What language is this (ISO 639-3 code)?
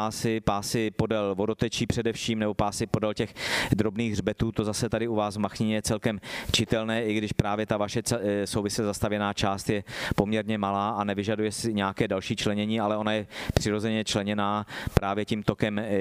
ces